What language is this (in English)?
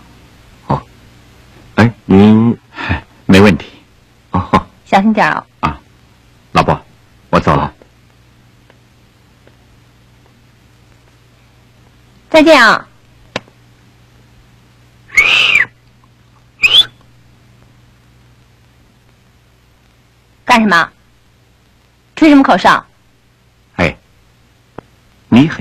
Chinese